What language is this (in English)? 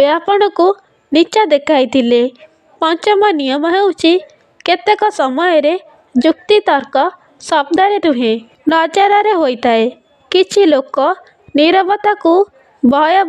Odia